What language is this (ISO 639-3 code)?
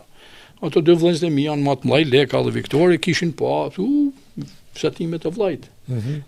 sqi